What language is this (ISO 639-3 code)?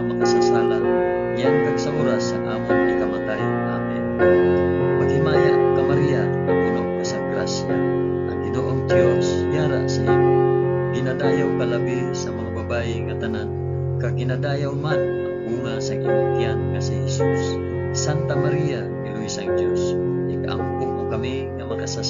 hil